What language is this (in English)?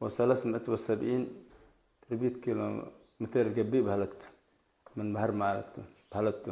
Tigre